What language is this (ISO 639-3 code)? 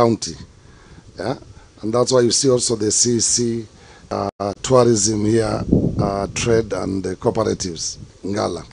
kik